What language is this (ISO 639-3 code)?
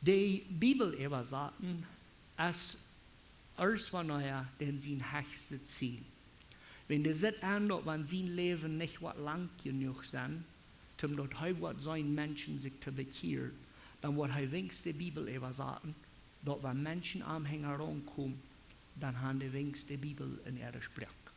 pdt